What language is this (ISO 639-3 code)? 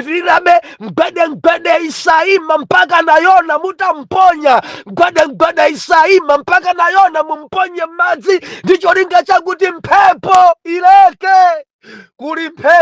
nya